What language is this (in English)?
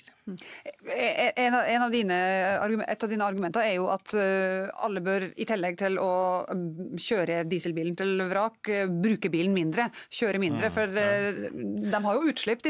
Norwegian